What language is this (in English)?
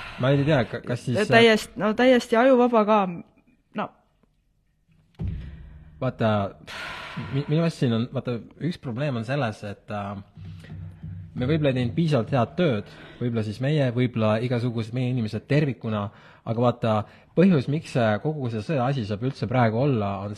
Estonian